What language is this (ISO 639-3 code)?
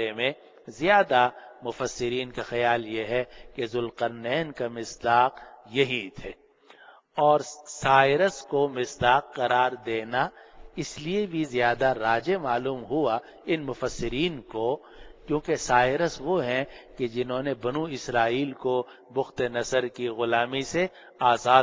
urd